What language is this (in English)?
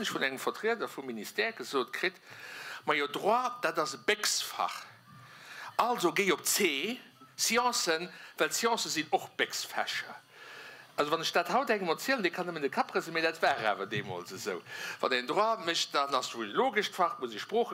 Luxembourgish